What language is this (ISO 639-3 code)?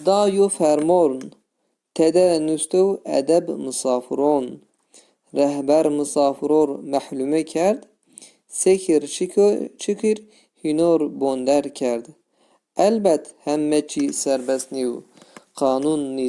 zza